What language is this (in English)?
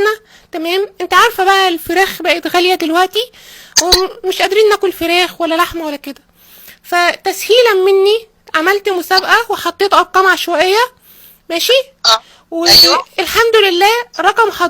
Egyptian Arabic